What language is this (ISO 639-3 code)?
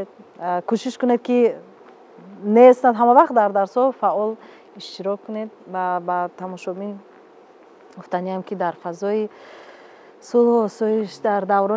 tgk